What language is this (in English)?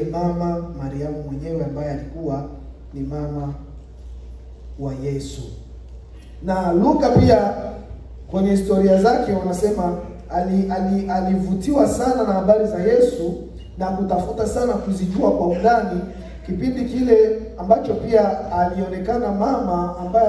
Swahili